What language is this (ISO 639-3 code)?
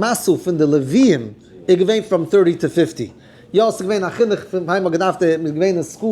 yid